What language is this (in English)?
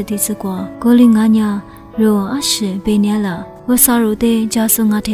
Lisu